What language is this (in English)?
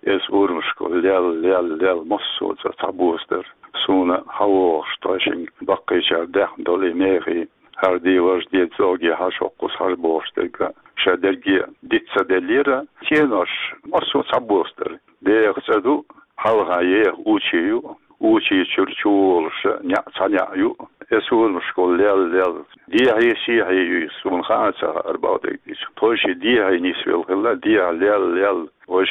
Chechen